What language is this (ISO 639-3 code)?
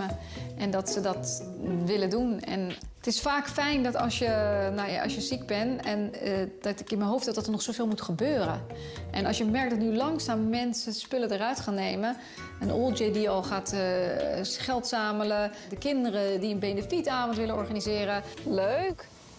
nld